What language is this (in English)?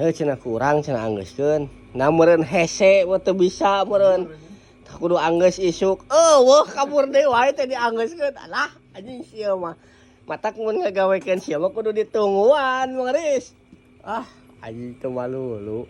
Sundanese